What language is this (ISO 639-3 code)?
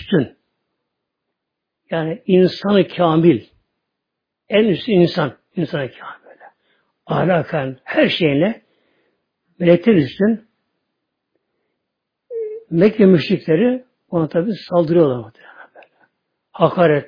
tur